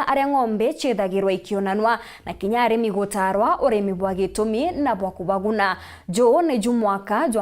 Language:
Meru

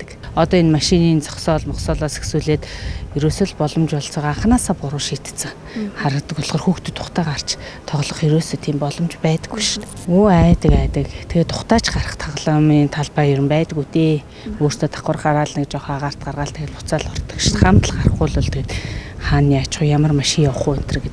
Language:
Mongolian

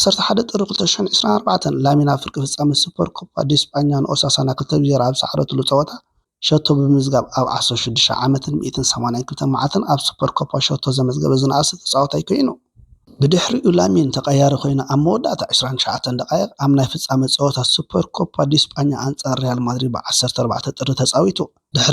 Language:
Tigrinya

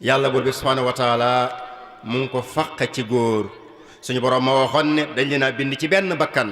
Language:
Wolof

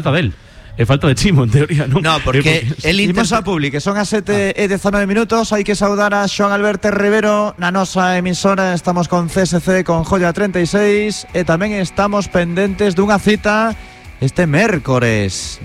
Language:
Galician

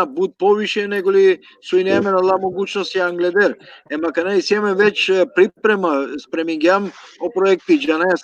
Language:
Balkan Romani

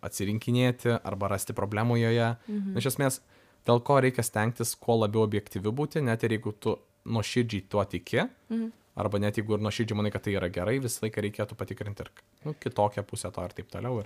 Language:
Lithuanian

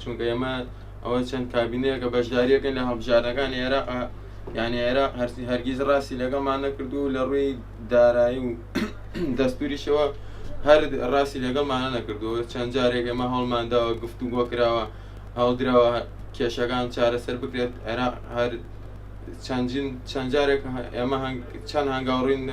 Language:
Central Kurdish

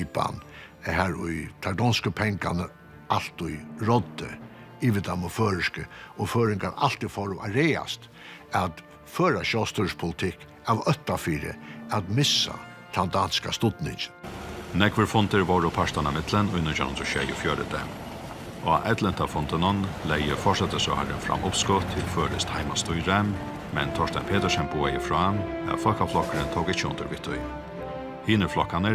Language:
Faroese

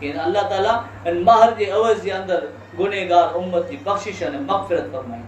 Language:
Kachhi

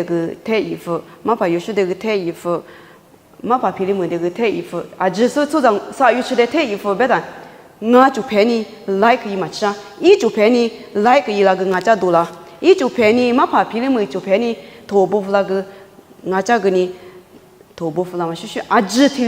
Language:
Lisu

